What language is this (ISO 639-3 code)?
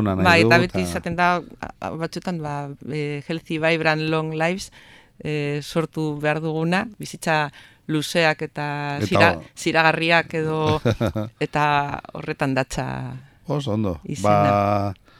eus